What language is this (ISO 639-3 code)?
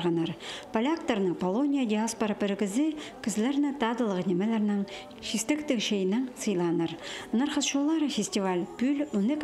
kjh